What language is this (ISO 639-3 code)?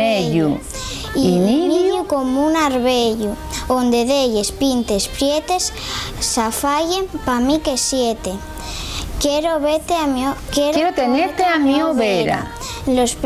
ast